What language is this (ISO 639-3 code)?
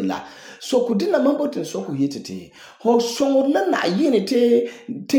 gur